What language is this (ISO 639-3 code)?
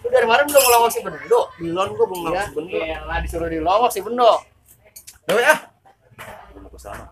bew